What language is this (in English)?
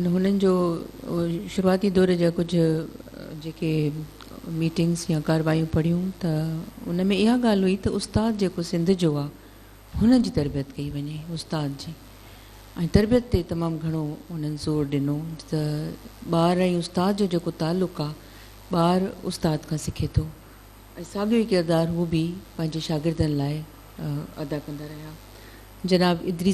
Sindhi